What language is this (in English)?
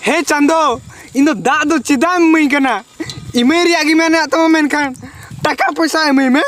Santali